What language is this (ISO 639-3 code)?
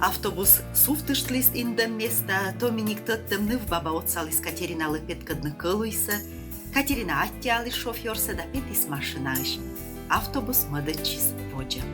kom